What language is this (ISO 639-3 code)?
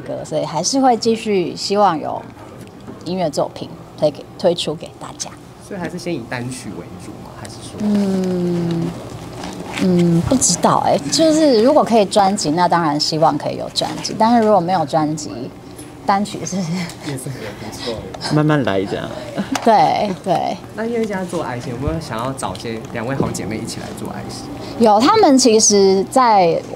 zho